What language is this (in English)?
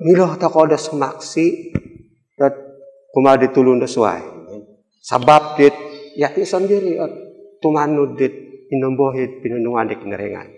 Central Dusun